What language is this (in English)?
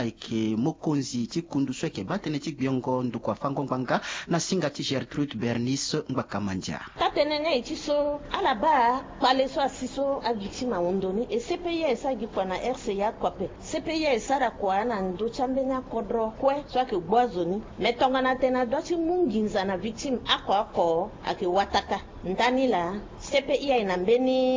Sango